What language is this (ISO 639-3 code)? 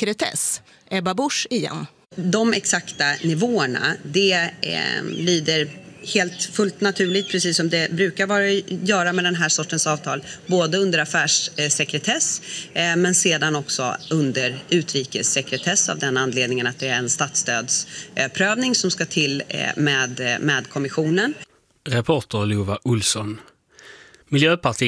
swe